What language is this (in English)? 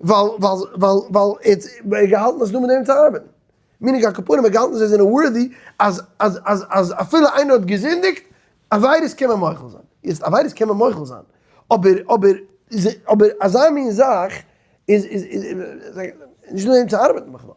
Yiddish